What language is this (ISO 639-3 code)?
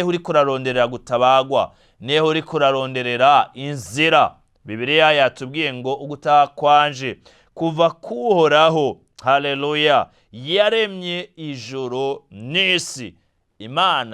run